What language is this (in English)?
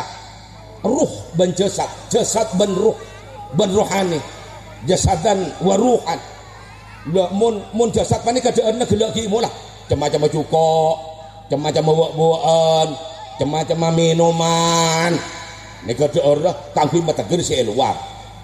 Madurese